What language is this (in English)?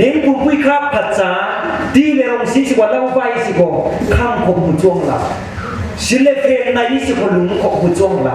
Falam Chin